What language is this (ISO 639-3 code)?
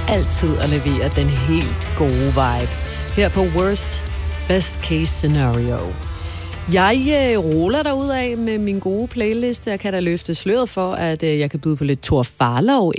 dan